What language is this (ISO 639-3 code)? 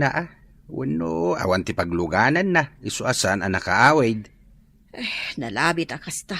ilo